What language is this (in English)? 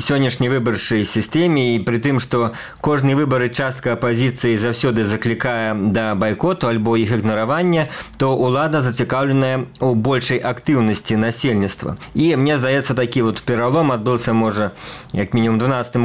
Belarusian